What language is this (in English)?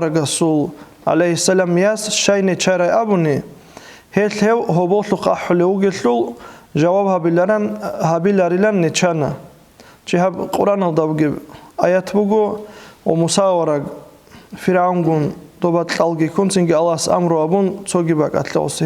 Avaric